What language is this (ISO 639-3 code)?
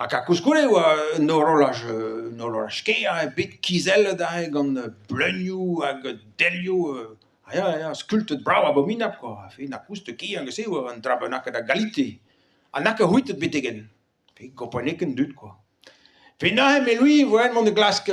bre